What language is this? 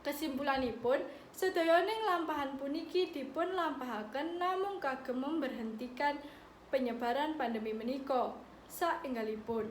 Javanese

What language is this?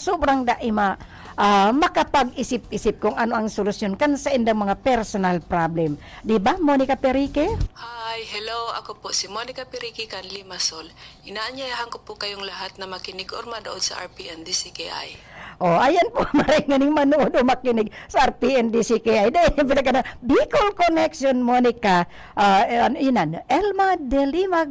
Bikol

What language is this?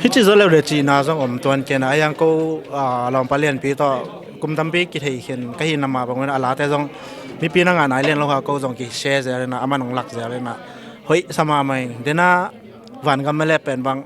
Tedim Chin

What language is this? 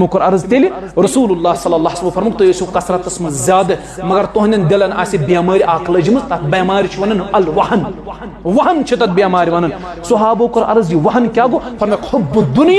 Kashmiri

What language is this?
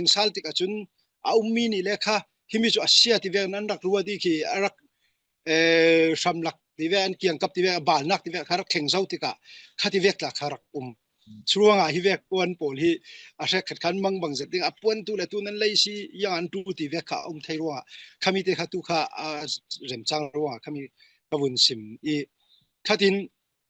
Falam Chin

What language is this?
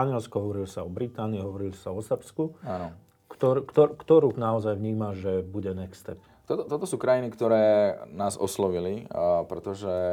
Slovak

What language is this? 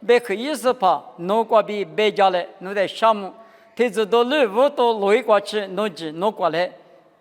Lisu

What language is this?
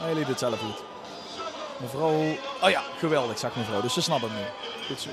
Limburgish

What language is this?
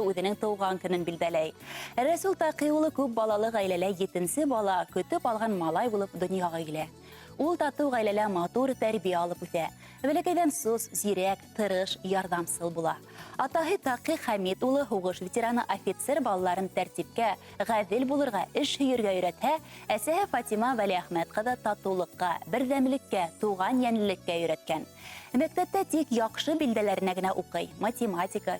Bashkir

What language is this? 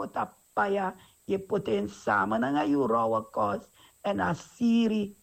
Sranan Tongo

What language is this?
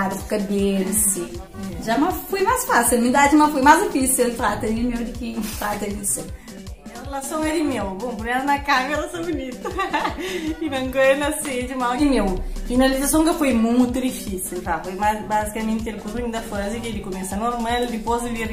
Kabuverdianu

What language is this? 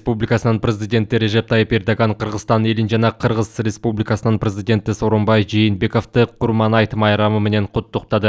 Kyrgyz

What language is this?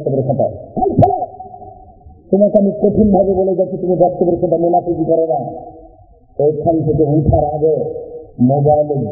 Bangla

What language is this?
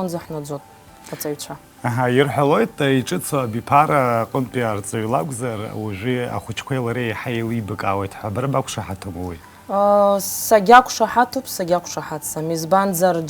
Abkhazian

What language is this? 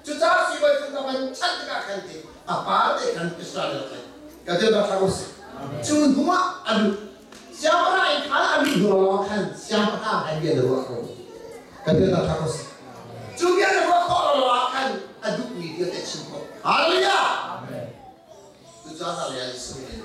Hakha Chin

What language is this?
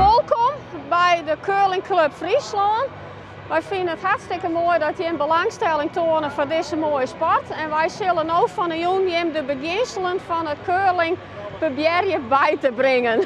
Western Frisian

